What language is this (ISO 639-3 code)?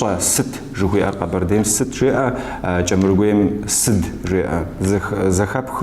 kbd